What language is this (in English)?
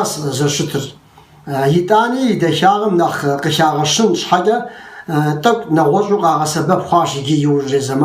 Kabardian